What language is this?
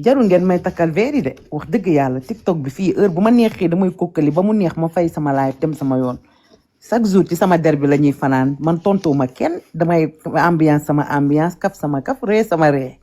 Wolof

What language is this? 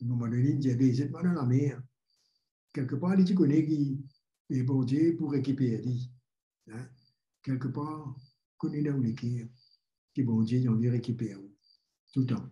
Morisyen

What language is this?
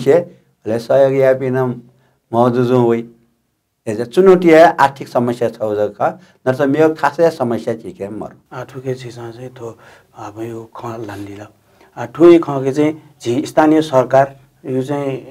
Newari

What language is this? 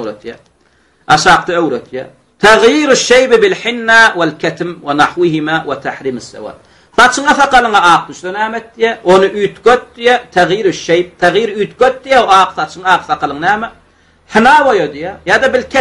Turkmen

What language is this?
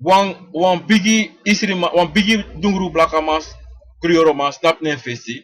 Sranan Tongo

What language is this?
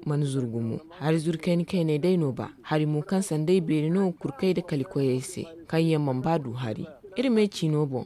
Zarma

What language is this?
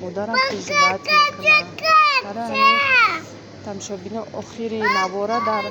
Tajik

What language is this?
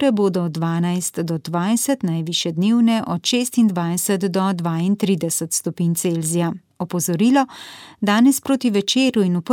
Slovenian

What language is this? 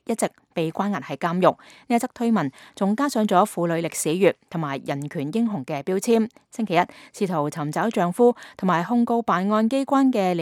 Cantonese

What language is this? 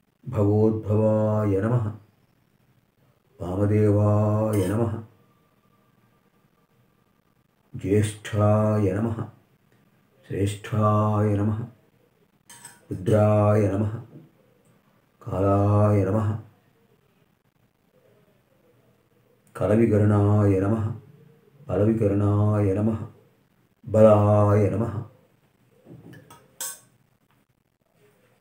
Telugu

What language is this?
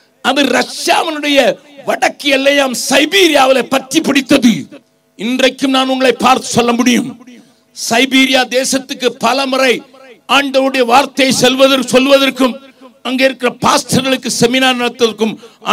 Tamil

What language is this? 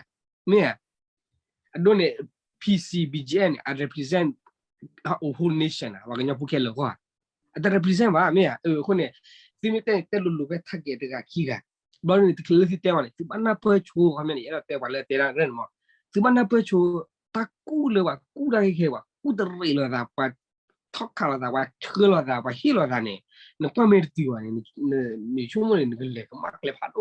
S'gaw Karen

